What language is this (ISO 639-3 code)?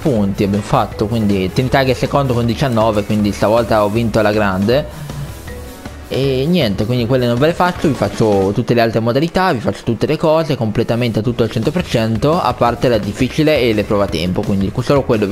ita